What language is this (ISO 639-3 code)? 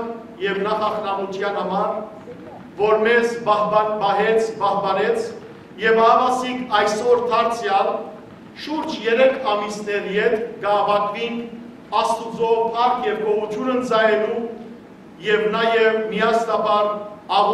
hyw